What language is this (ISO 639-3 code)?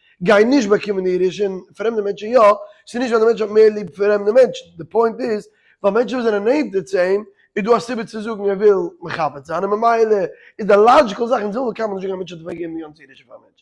yid